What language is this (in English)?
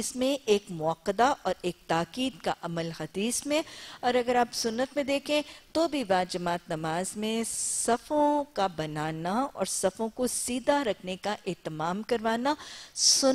Urdu